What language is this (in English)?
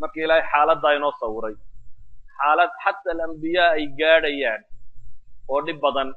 Somali